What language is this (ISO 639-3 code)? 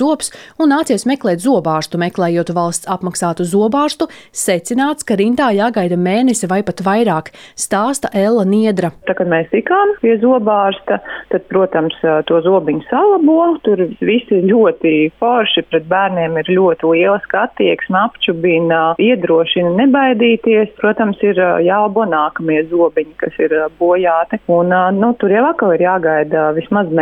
lav